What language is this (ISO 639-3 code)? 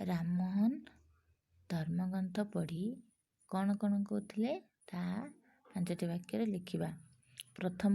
ori